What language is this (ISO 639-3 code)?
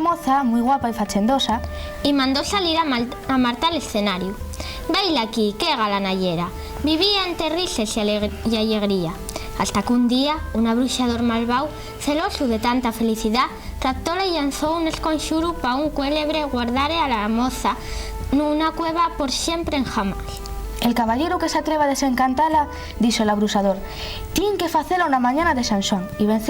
ast